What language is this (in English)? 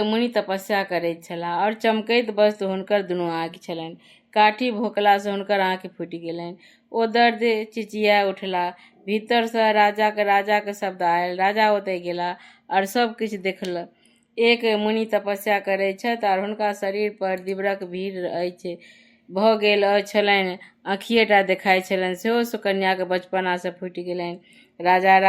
Maithili